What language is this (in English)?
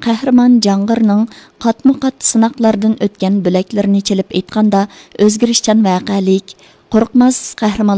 Uyghur